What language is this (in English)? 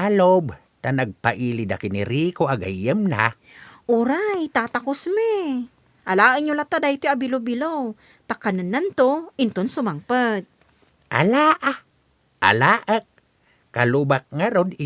Iloko